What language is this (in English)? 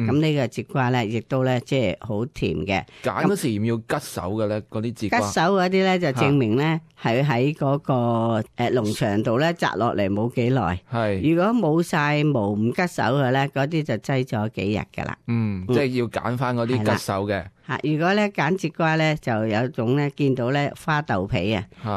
Cantonese